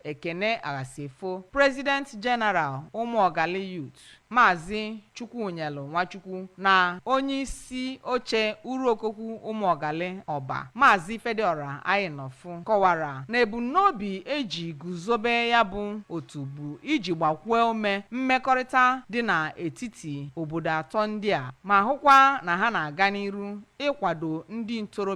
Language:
Igbo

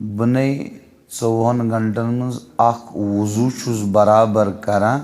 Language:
Kashmiri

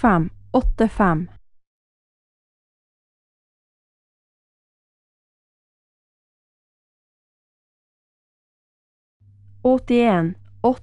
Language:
Norwegian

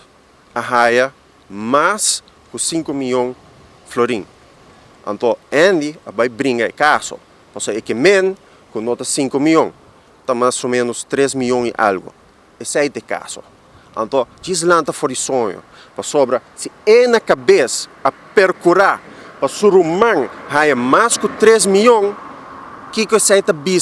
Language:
Papiamento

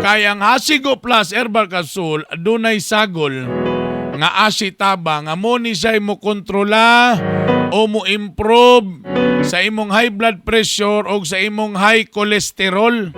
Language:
Cebuano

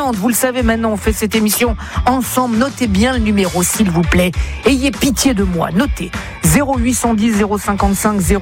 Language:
French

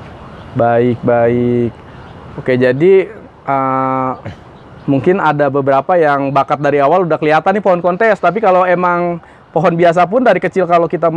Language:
Indonesian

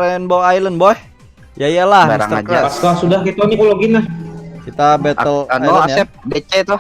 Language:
Banjar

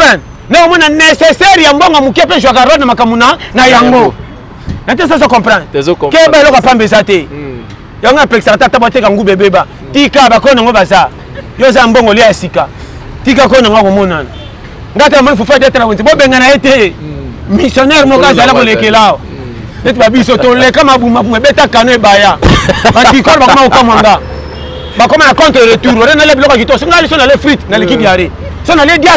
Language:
Lingala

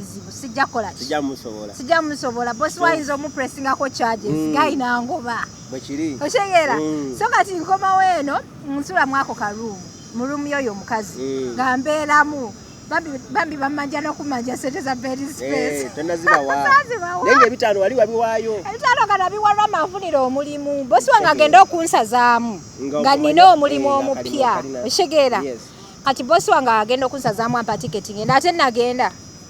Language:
Ganda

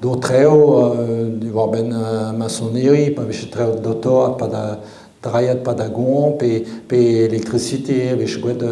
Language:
Breton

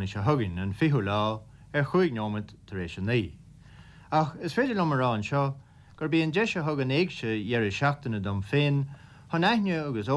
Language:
Irish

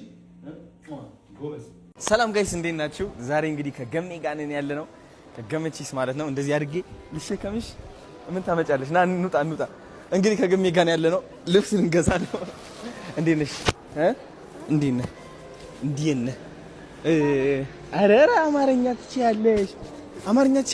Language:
Amharic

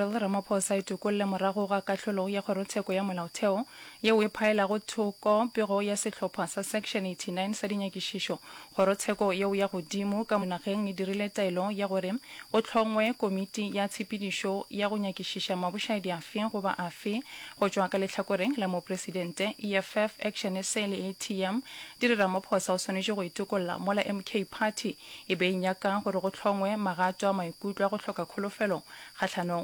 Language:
Northern Sotho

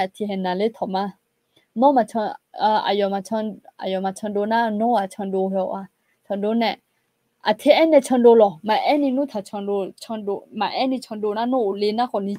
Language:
Akha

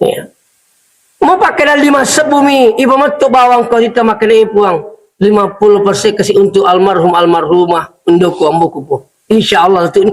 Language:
Buginese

